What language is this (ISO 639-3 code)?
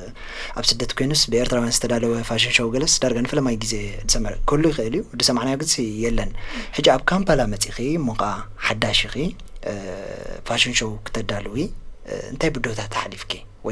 tir